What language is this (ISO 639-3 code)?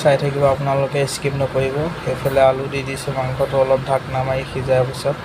asm